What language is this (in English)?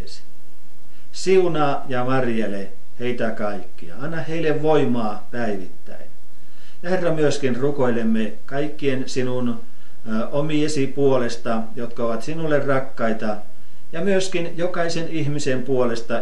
Finnish